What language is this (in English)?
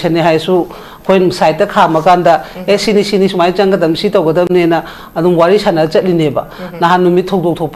Manipuri